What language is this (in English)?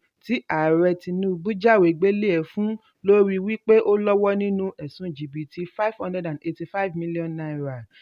Yoruba